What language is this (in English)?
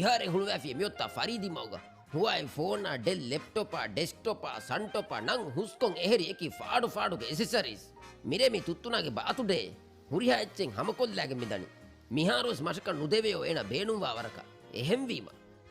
Divehi